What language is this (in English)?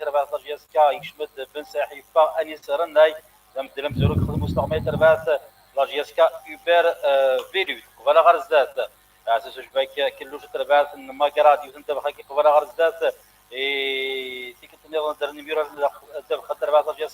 Kabyle